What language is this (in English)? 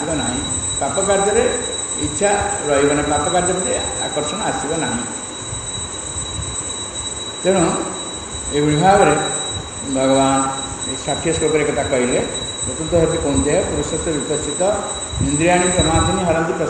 Odia